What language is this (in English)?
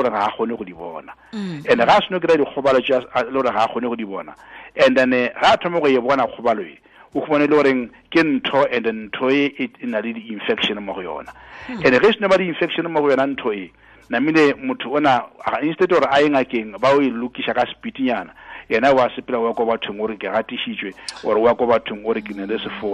Tswana